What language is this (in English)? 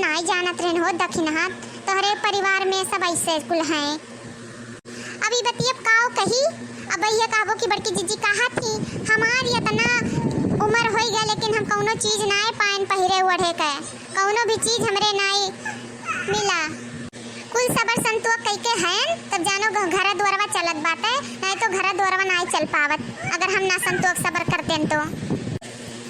Awadhi